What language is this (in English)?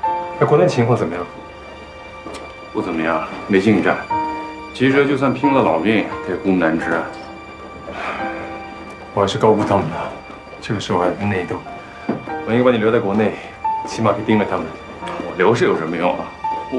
Chinese